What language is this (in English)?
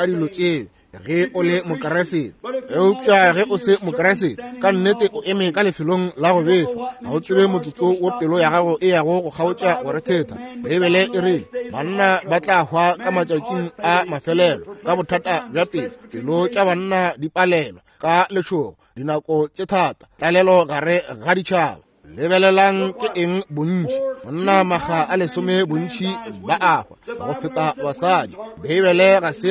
Northern Sotho